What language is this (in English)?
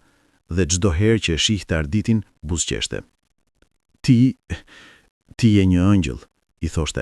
Albanian